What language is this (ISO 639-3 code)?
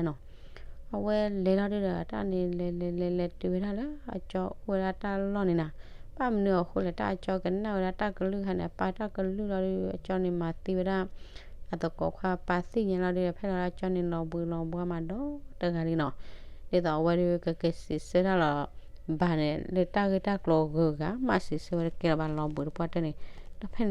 ksw